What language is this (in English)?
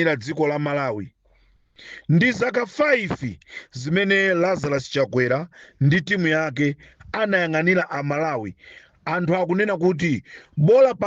Nyanja